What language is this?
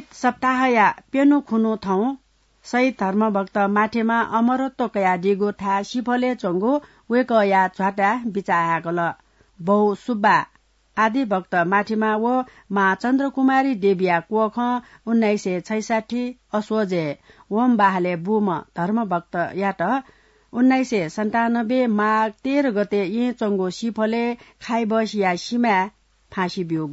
Newari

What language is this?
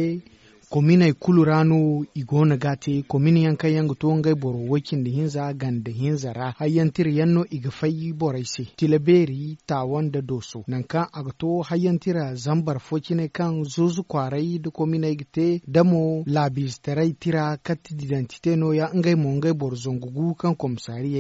Zarma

